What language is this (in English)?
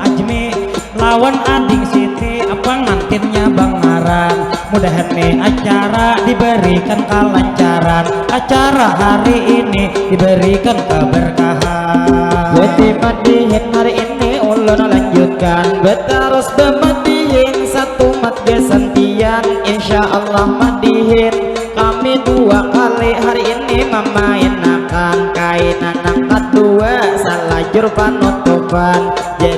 Banjar